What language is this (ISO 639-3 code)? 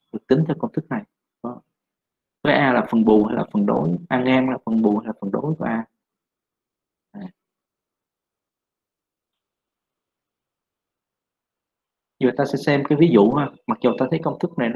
vie